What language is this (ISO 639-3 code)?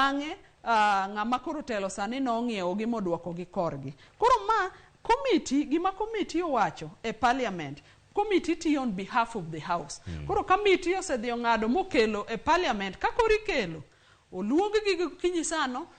luo